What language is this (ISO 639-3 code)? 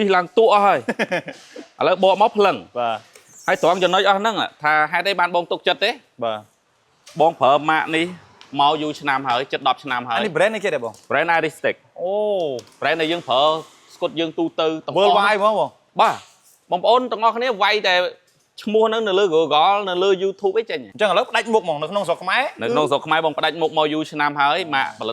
khm